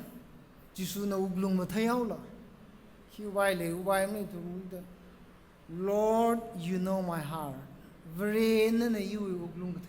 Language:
Tangkhul Naga (India)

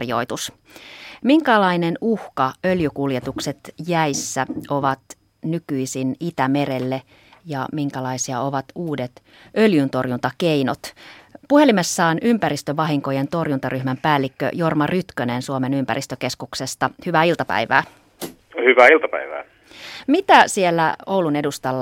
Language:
Finnish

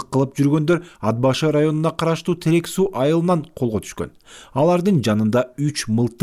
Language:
Kyrgyz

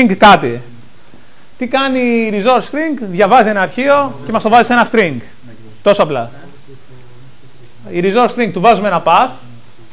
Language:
Greek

